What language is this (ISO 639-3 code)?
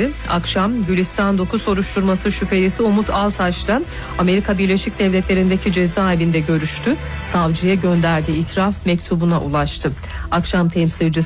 tur